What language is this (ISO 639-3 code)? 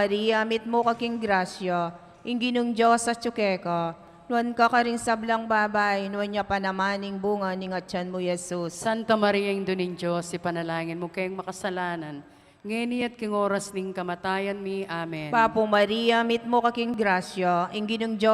pam